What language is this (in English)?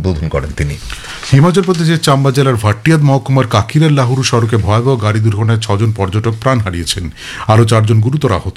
Bangla